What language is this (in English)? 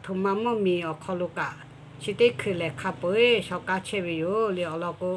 Lahu